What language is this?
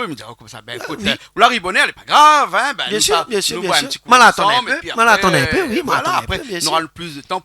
Réunion Creole French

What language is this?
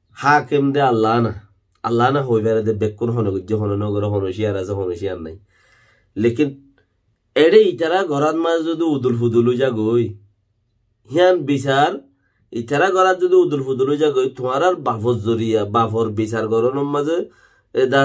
Rohingya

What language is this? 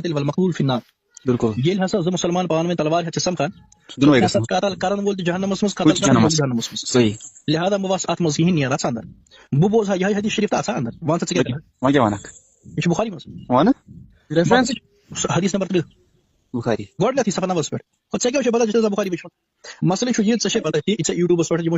Kashmiri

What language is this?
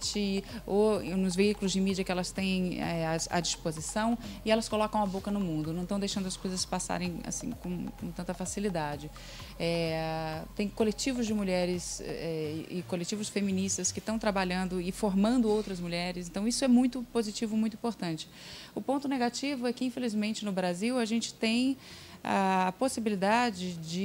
Portuguese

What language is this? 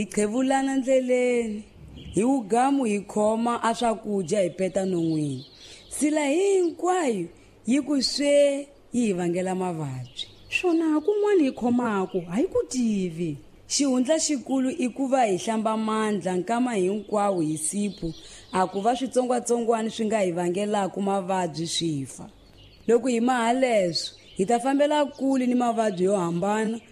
Tsonga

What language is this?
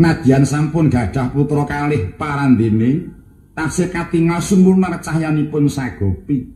Javanese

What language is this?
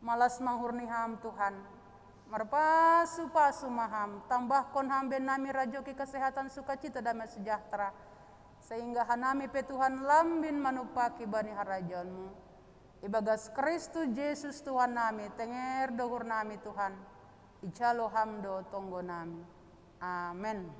Batak Simalungun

